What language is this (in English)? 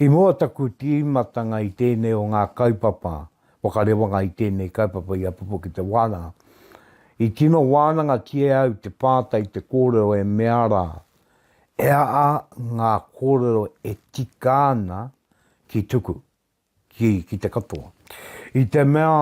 Māori